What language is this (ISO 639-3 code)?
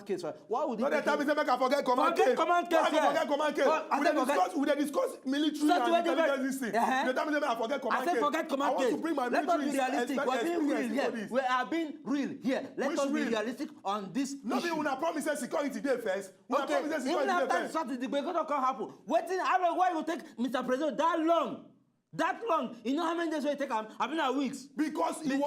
pcm